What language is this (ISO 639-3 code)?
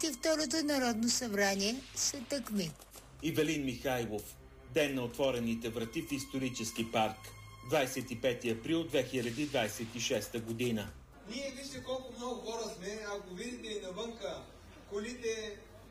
bul